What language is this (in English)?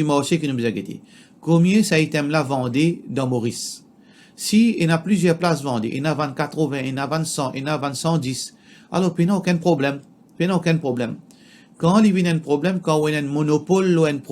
Morisyen